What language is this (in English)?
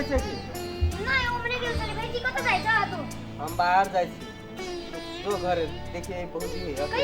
Maithili